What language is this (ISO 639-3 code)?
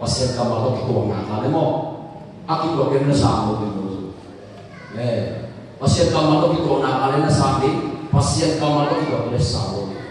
ctd